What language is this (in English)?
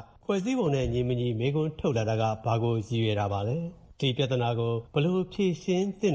Burmese